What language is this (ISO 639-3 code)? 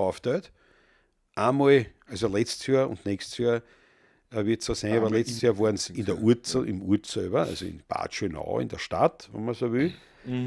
bar